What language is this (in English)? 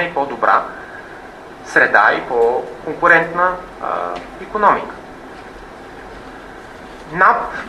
Bulgarian